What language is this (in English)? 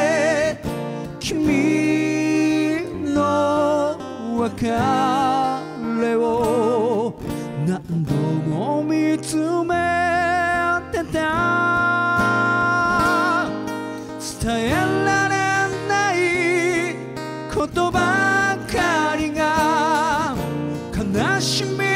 Japanese